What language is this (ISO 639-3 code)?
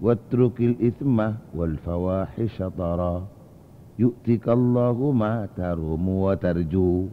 mad